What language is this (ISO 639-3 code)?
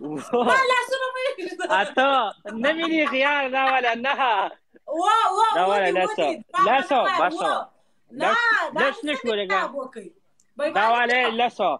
pus